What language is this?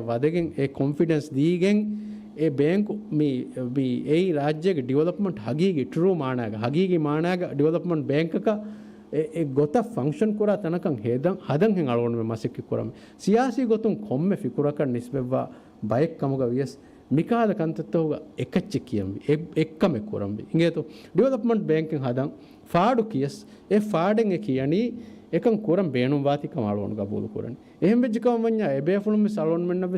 Divehi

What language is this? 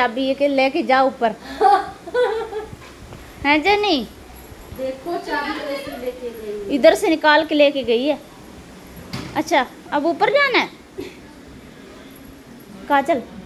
Hindi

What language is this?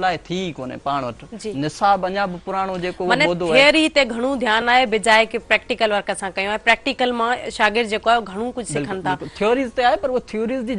Sindhi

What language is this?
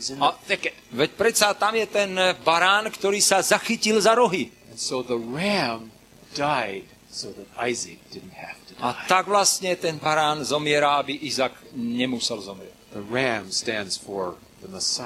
Slovak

